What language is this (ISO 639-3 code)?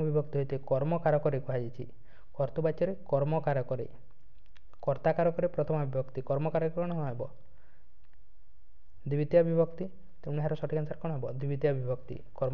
ori